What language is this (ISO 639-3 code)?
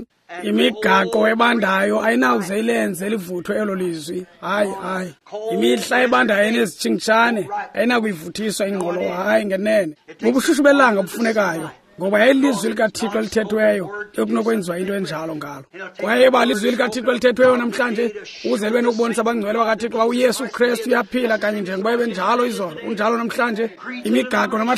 xho